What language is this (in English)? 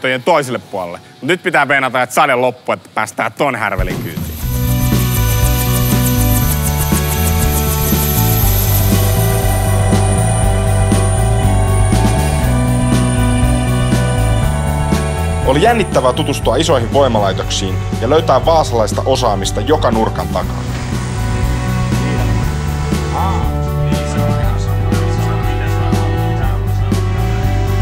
Finnish